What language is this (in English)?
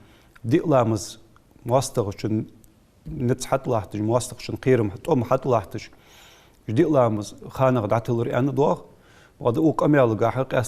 Ingush